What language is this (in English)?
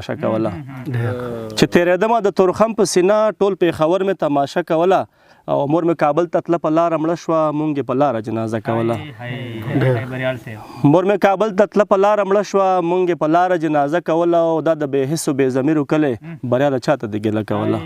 Pashto